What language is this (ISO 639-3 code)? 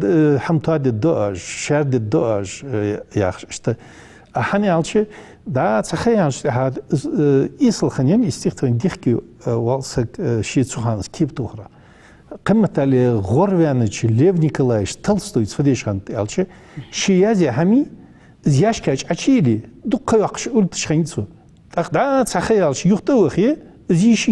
inh